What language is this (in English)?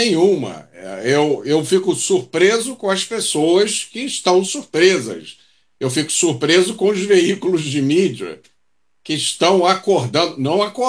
Portuguese